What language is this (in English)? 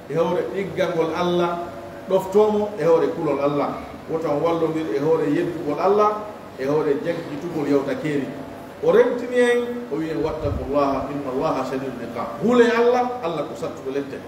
Pular